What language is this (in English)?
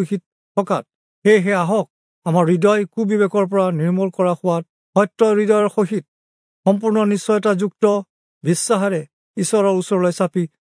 Assamese